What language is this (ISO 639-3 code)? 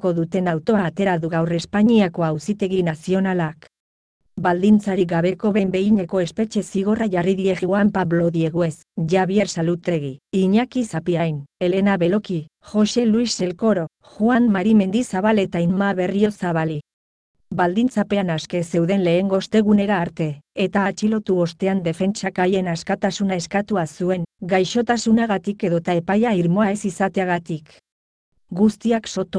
eus